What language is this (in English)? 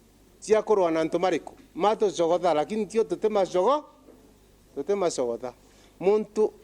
Meru